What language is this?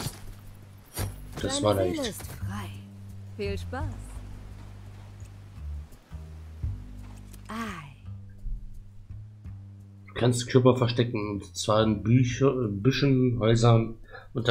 German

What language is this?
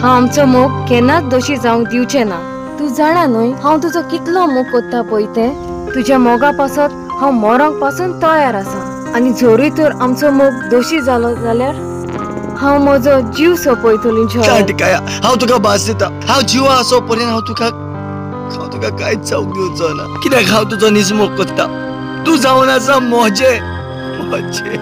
Konkani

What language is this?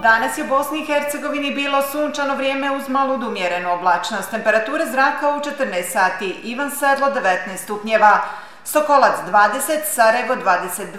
Bosnian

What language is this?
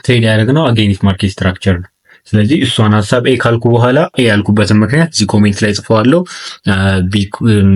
Amharic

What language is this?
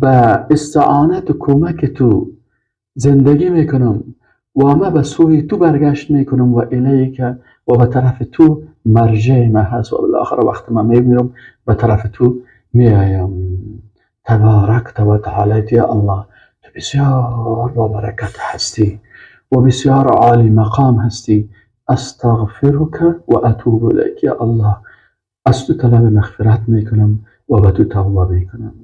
Persian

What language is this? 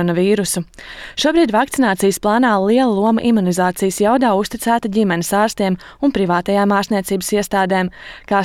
Latvian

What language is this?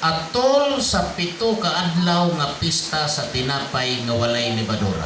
Cebuano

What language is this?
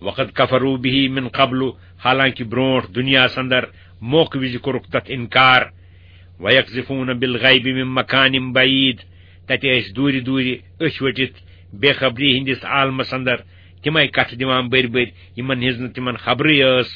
Kashmiri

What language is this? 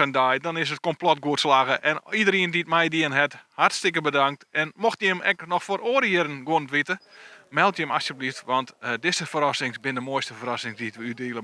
Western Frisian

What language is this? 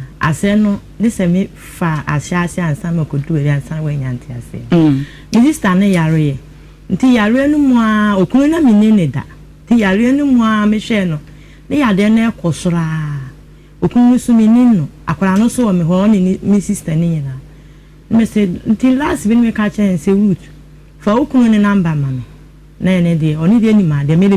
Akan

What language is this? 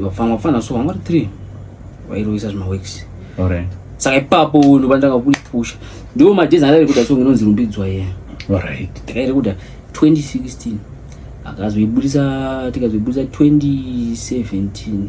Shona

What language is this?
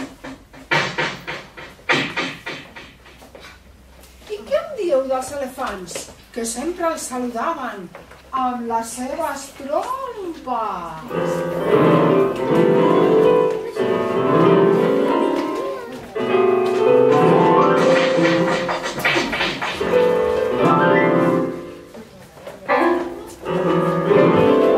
Catalan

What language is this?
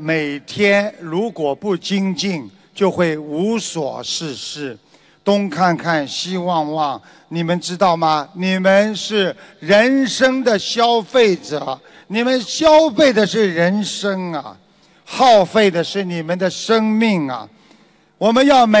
Chinese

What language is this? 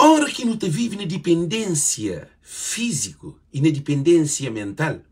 Kabuverdianu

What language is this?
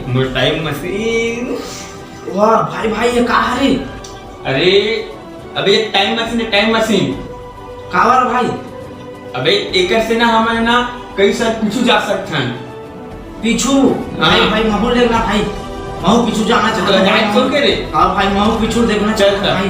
Chhattisgarhi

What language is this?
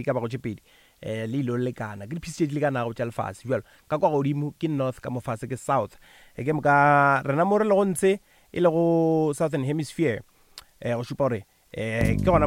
Northern Sotho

